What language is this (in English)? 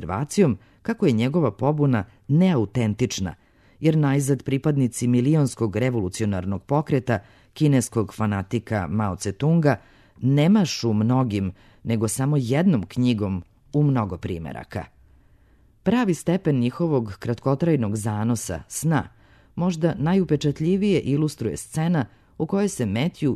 Serbian